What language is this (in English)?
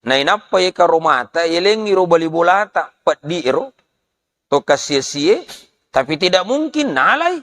Buginese